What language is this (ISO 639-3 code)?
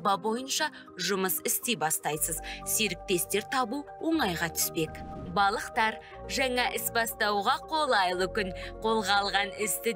kaz